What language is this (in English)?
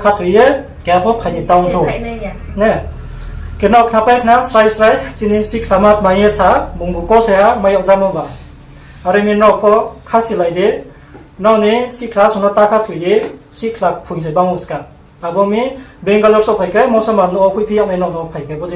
Riang (India)